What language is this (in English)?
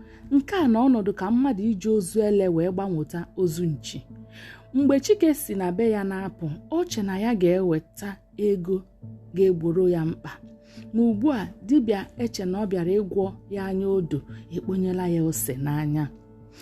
Igbo